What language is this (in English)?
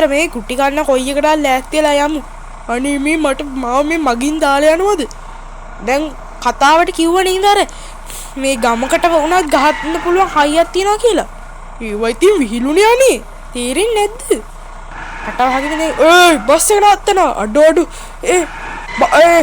Sinhala